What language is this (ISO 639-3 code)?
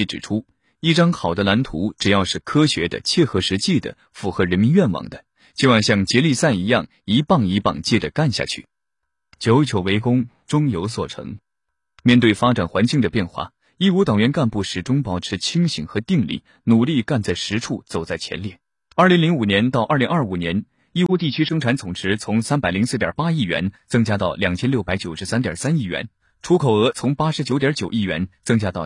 zho